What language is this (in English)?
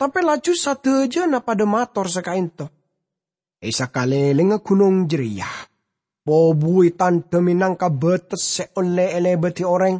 Madurese